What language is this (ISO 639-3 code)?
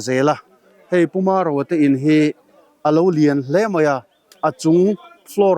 lus